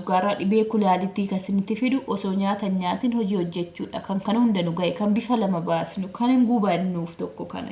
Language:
Oromo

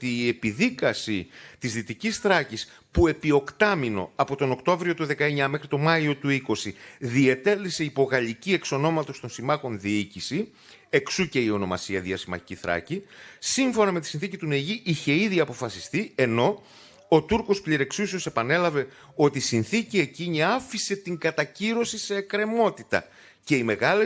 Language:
Greek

